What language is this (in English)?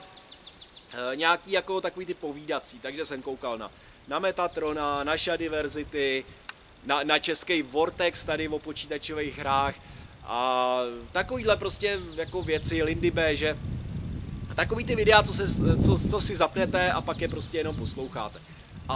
Czech